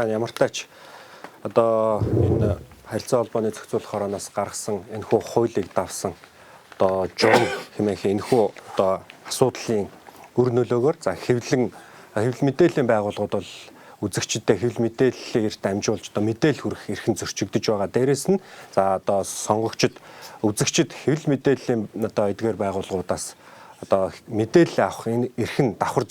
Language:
Mongolian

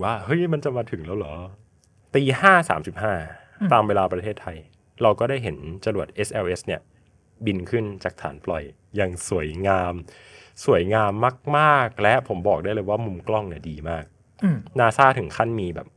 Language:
Thai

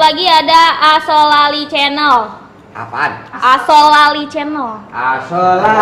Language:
Betawi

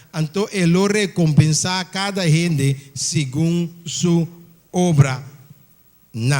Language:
Papiamento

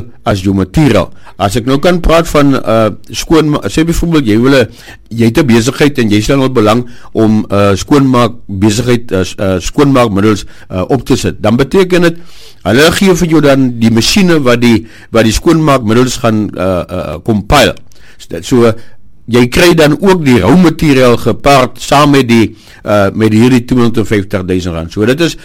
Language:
Afrikaans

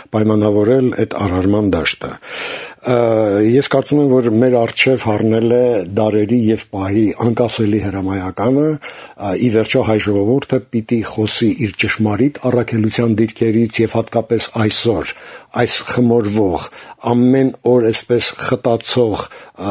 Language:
Armenian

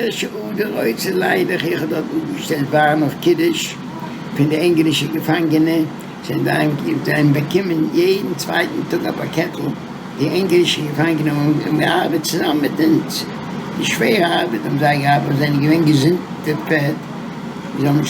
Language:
Yiddish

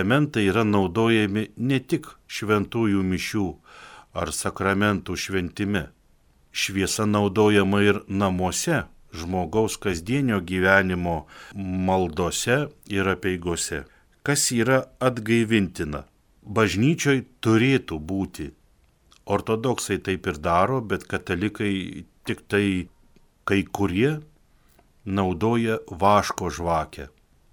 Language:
Lithuanian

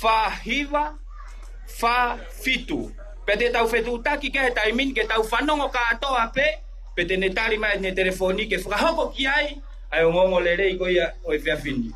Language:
Tongan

